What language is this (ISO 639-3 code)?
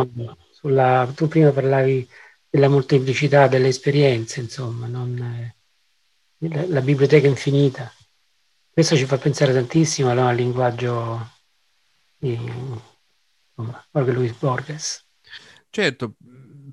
ita